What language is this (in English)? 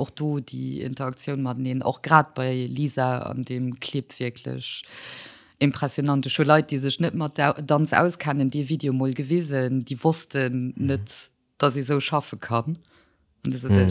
Luxembourgish